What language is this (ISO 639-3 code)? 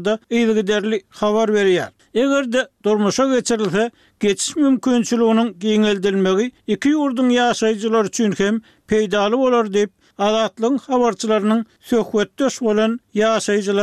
tuk